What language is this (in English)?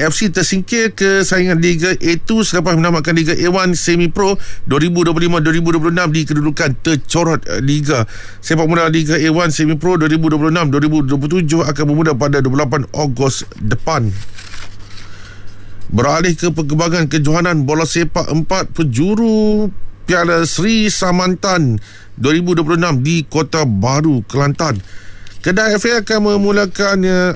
Malay